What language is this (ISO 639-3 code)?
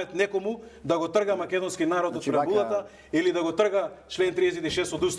mkd